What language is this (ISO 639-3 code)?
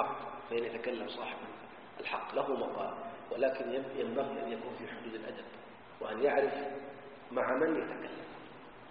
ara